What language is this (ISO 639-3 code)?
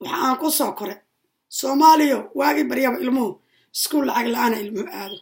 som